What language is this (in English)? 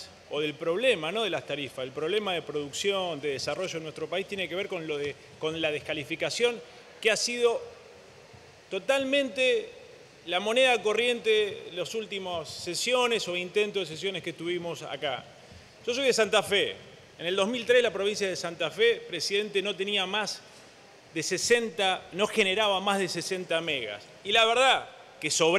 Spanish